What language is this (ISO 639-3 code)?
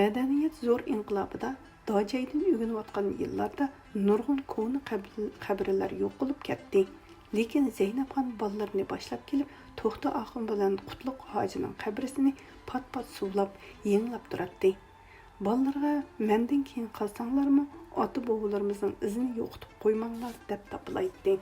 uig